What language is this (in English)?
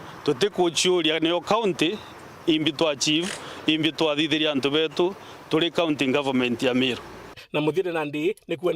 Meru